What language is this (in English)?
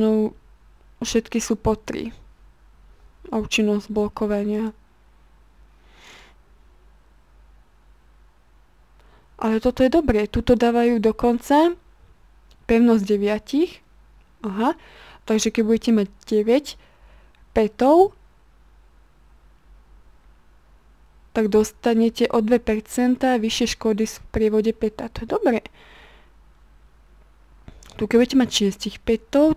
Slovak